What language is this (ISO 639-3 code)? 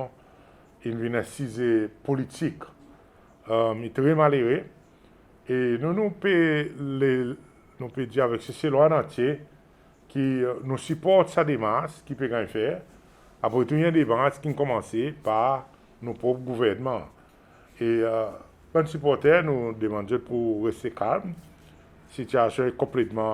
crs